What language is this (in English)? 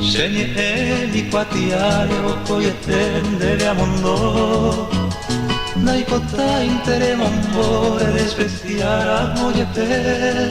Guarani